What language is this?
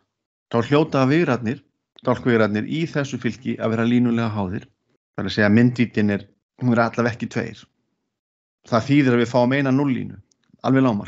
Icelandic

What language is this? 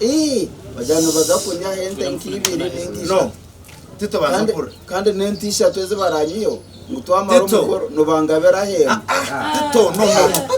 Nyankole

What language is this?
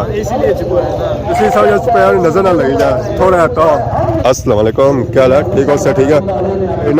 Pahari-Potwari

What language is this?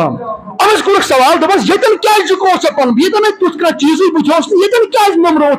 Kashmiri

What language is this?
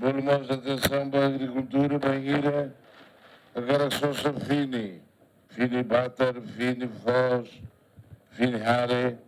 Tetum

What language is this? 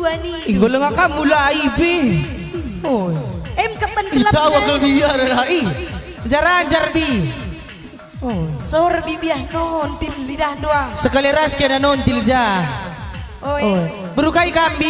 Batak Karo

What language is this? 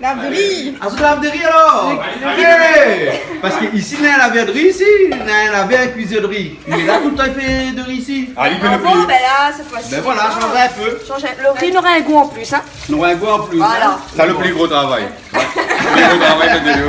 Réunion Creole French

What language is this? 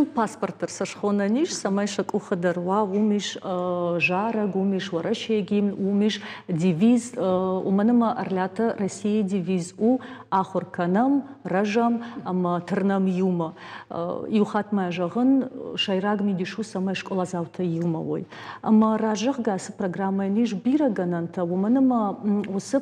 Ossetic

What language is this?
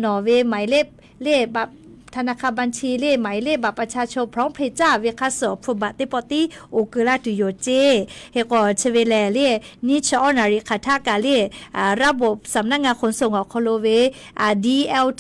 Lahu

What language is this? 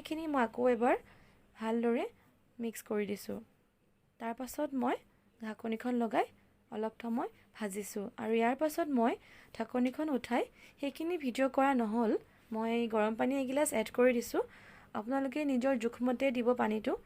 Assamese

